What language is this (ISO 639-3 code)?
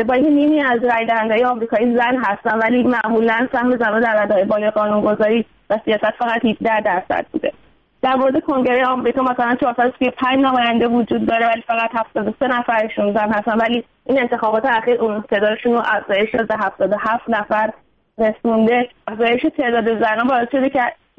fas